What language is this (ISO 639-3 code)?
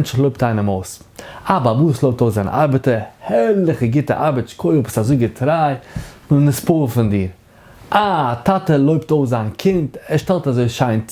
yid